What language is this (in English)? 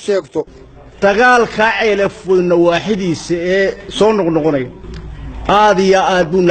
Somali